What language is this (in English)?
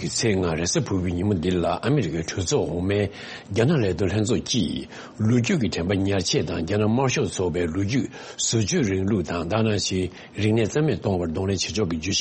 Tibetan